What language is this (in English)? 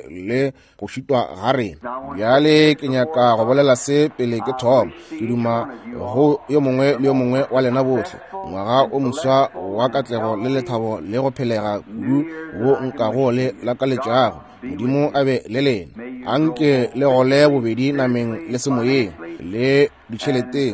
Northern Sotho